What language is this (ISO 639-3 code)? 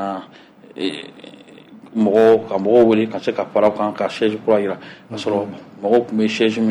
bam